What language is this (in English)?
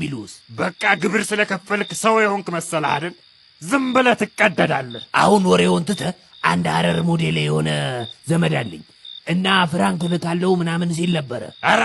Amharic